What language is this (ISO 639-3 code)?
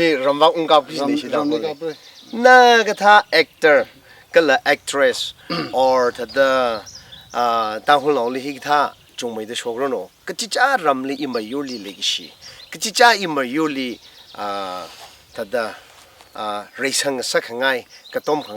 nmf